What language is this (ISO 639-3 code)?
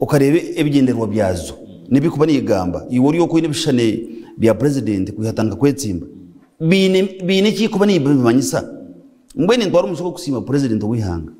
nyn